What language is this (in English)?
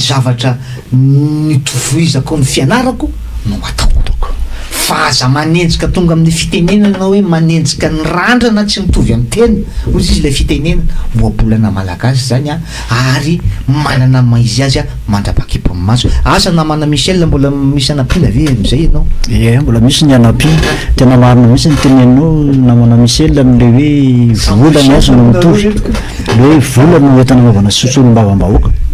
Malagasy